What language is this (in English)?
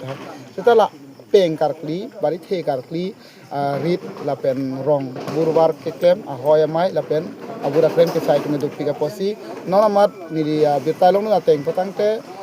Karbi